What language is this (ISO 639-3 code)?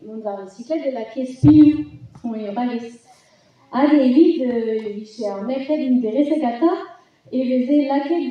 bre